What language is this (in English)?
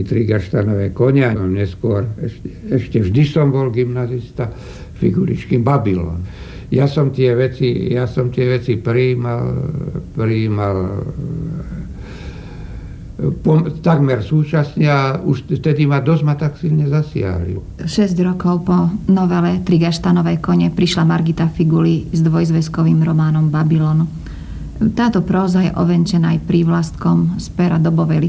Slovak